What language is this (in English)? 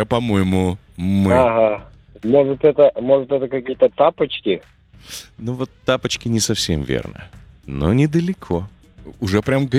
Russian